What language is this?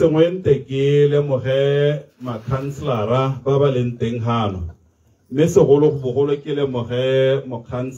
Tswana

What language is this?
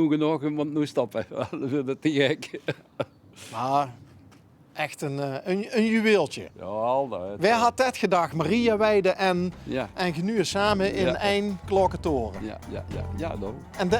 Limburgish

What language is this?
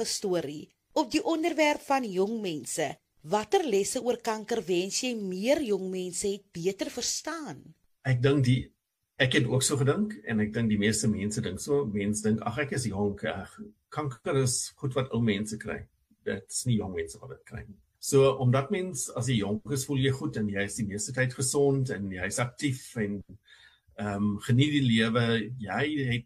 Afrikaans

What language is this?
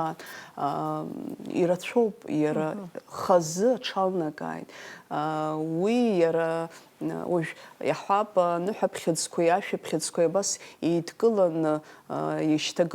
Abkhazian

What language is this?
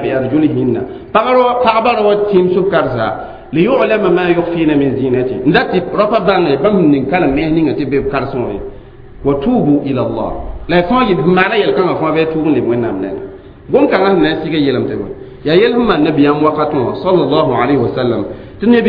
Mossi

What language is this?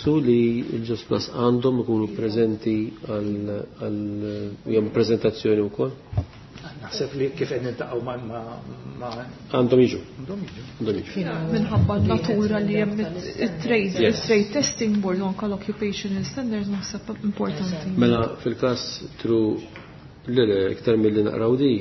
Maltese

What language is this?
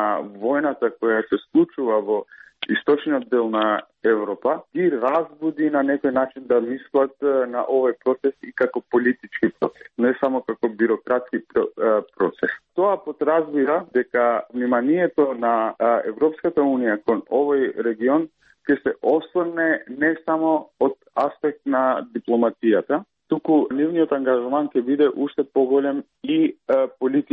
Macedonian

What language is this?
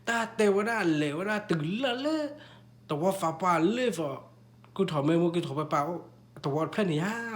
S'gaw Karen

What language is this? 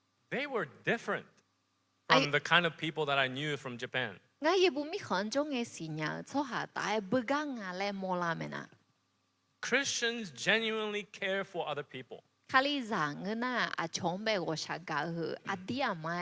Akha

